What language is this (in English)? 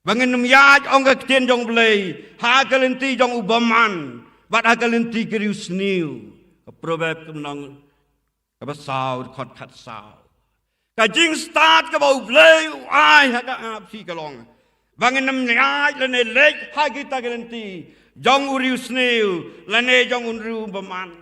Khasi